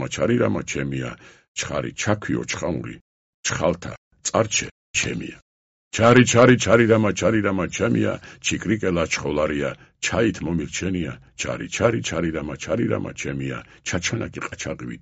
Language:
Georgian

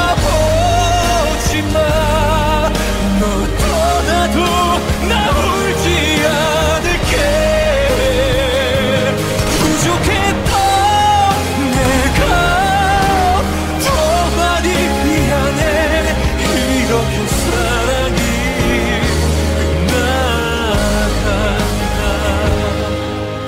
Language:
Korean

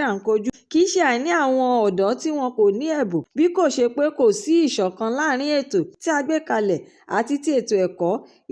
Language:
Yoruba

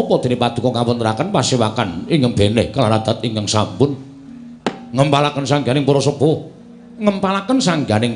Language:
Javanese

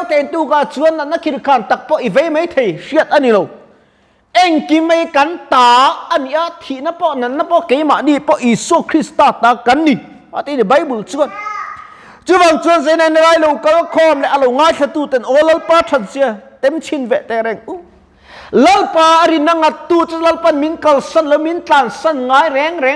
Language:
Mizo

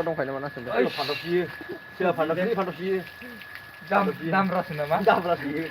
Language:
Bodo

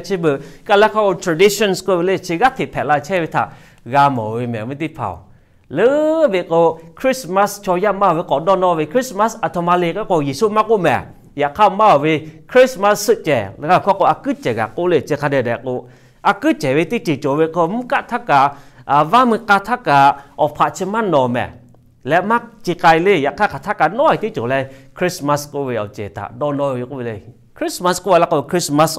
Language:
Lahu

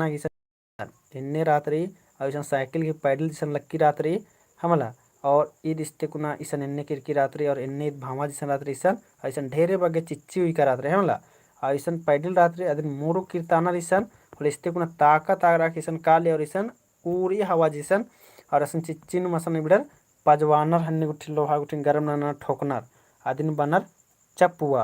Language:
Kurukh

